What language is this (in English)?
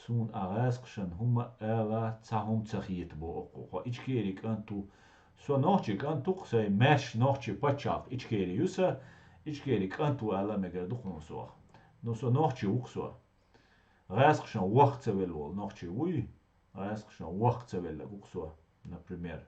Chechen